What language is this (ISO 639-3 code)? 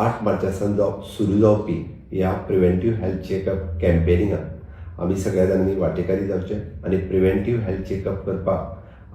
kok